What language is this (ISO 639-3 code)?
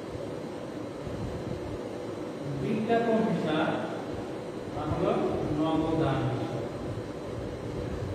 ben